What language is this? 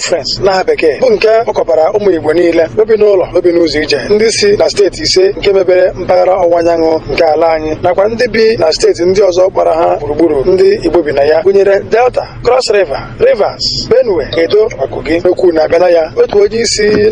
Igbo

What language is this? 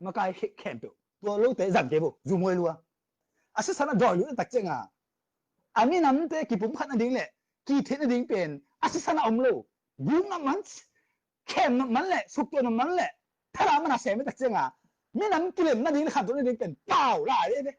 Tedim Chin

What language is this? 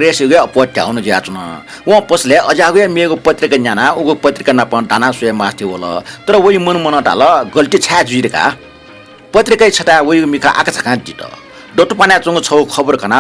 Newari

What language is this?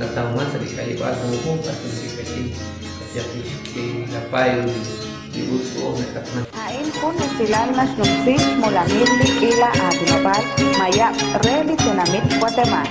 Kekchí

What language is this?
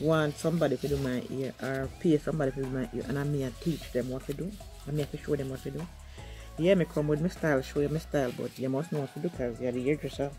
Jamaican Creole English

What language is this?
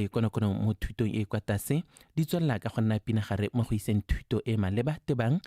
Tswana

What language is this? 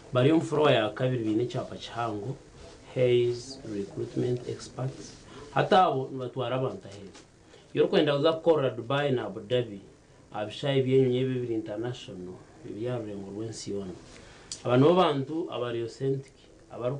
Nyankole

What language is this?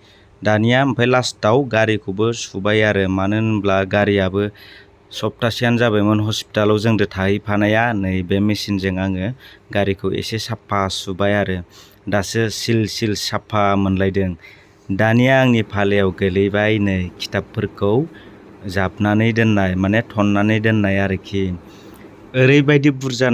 Bodo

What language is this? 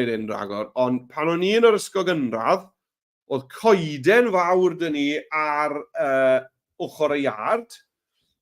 Welsh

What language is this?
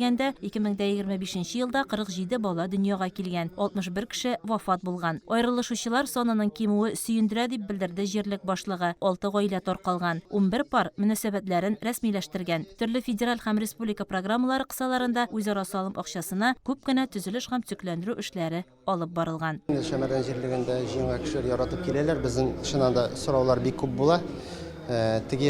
Tatar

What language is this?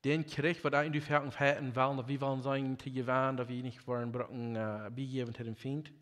Plautdietsch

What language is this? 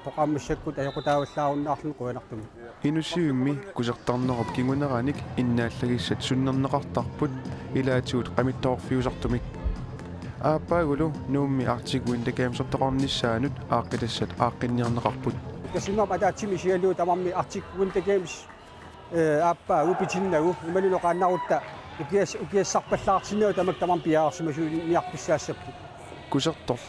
Kalaallisut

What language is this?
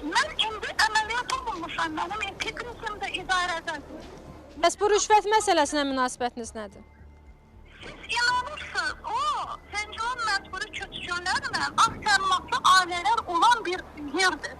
Azerbaijani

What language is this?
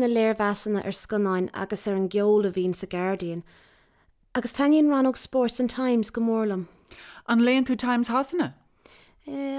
Irish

